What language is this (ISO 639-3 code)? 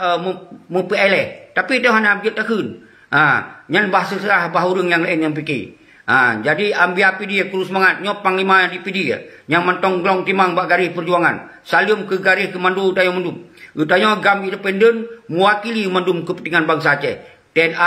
ace